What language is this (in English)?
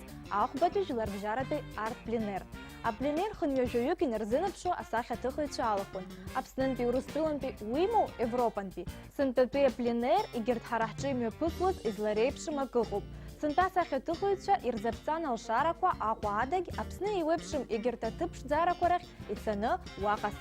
Abkhazian